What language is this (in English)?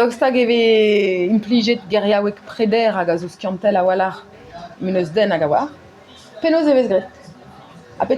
Breton